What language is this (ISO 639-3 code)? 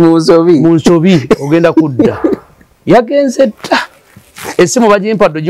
lug